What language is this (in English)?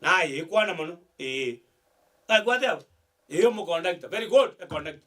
Gusii